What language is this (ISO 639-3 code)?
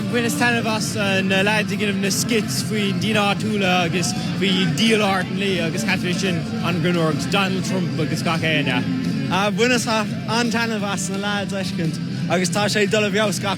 gle